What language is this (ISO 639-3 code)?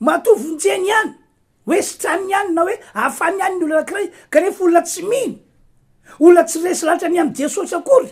mlg